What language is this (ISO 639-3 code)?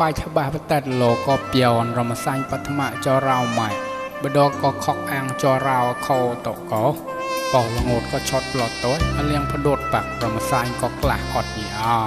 mnw